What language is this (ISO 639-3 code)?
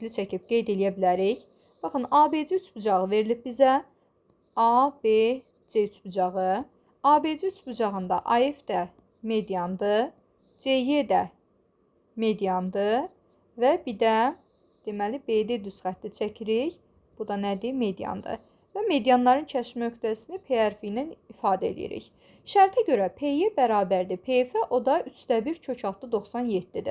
aze